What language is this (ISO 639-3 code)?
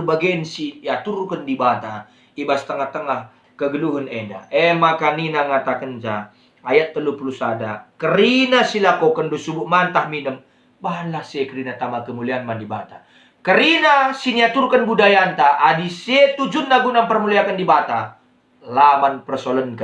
btx